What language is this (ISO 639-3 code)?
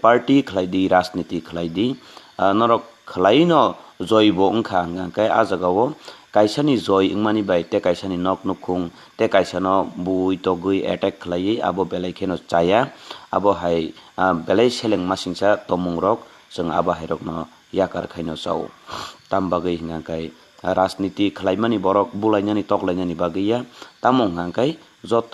trp